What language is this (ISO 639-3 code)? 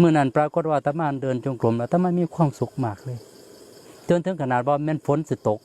tts